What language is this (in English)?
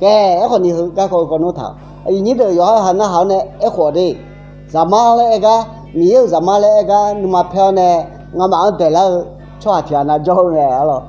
Akha